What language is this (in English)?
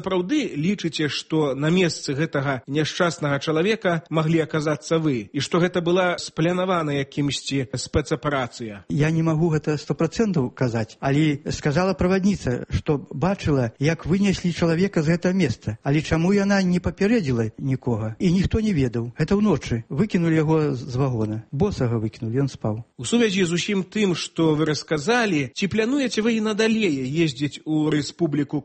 Belarusian